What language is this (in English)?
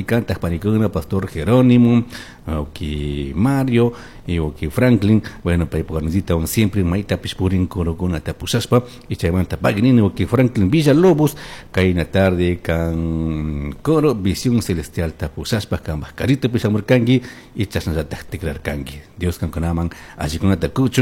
Chimborazo Highland Quichua